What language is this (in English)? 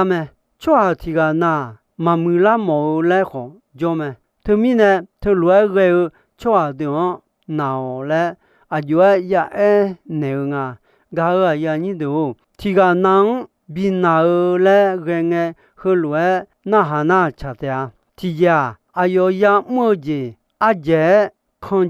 Akha